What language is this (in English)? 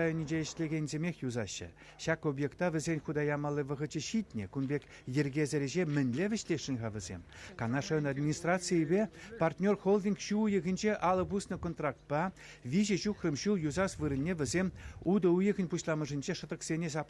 Chuvash